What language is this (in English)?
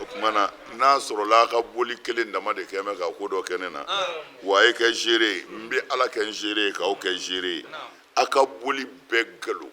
Bambara